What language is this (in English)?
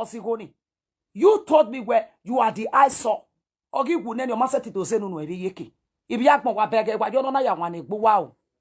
Nigerian Pidgin